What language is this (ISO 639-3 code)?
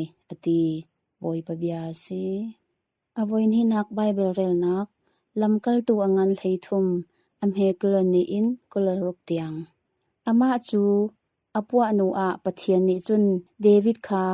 cnh